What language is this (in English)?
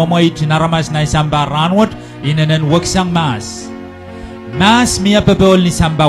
Pohnpeian